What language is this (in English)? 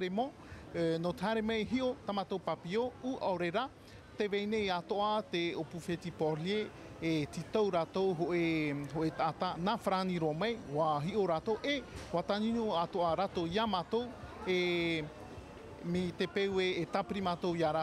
Tahitian